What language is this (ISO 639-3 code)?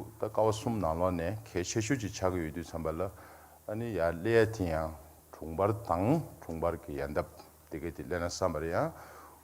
bod